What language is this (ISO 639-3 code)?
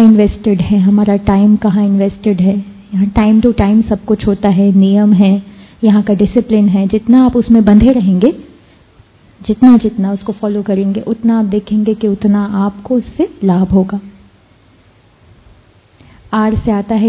hin